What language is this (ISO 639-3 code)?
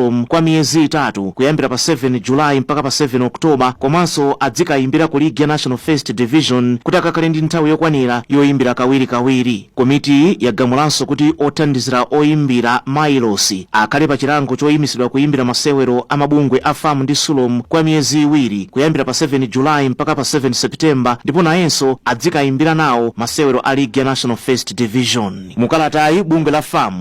nya